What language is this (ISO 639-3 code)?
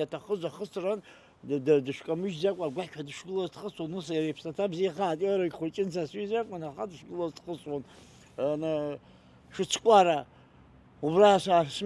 abk